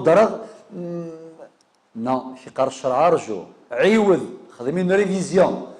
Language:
Kabyle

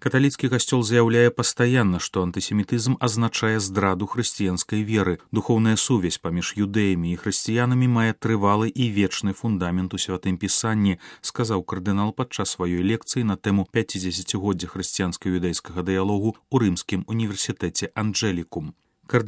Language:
Belarusian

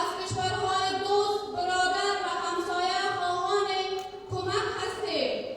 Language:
Persian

